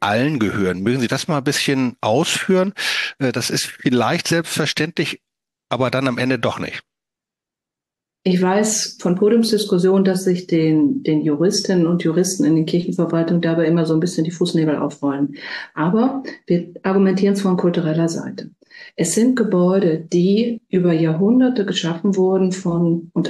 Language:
German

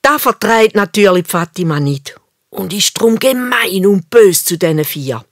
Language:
Swiss German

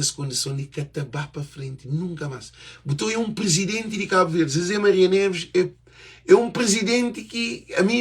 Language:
Kabuverdianu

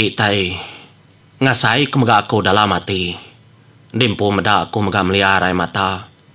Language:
Iban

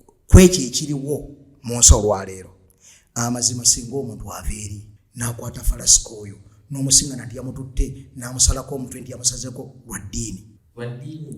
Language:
Ganda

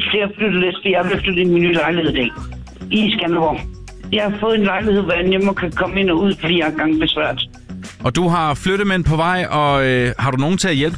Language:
Danish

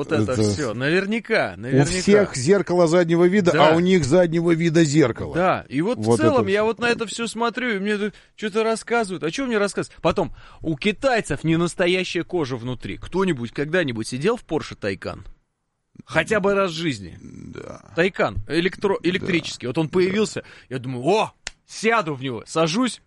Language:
Russian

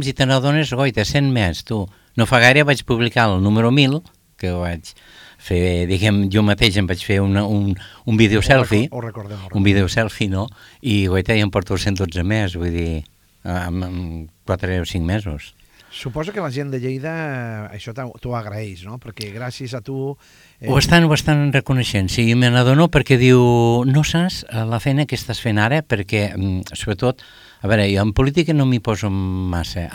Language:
Catalan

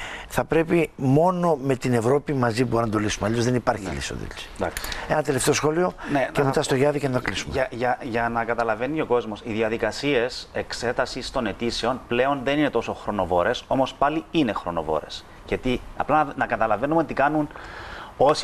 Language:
Greek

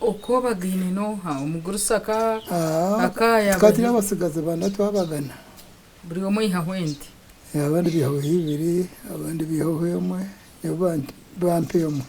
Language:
Nyankole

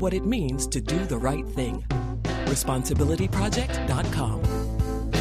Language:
English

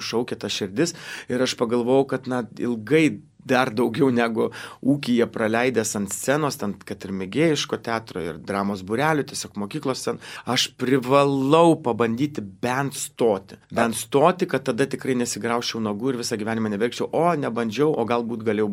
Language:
Lithuanian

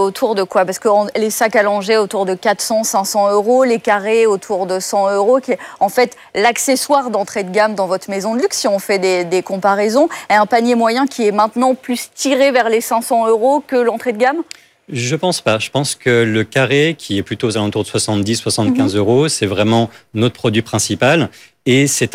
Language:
French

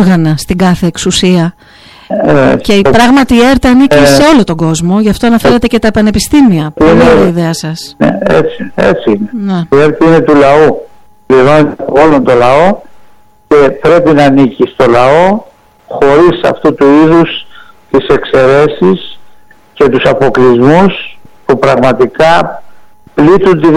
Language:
Greek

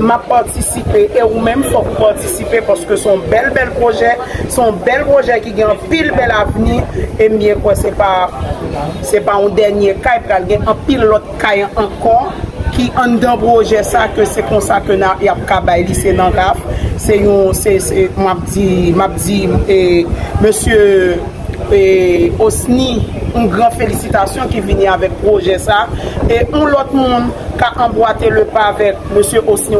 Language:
Haitian Creole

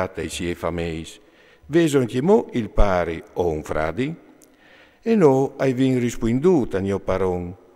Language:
Friulian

